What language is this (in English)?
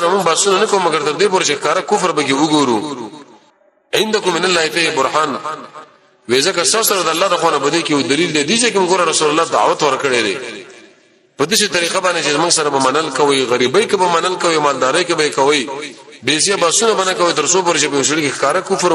Pashto